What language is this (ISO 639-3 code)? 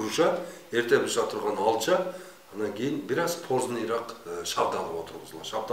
kir